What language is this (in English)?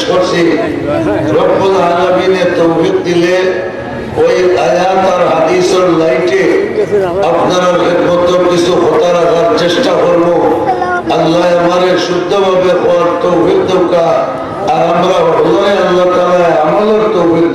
Sylheti